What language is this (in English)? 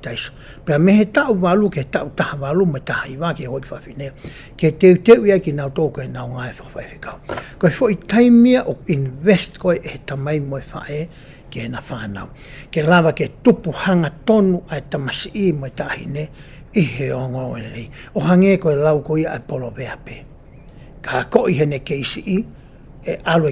Tongan